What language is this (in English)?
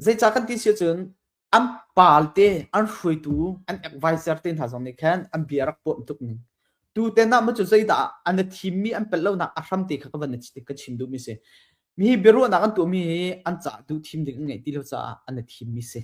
Hakha Chin